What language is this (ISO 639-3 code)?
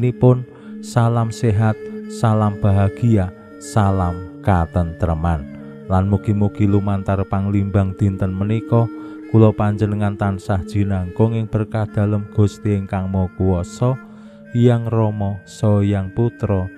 jav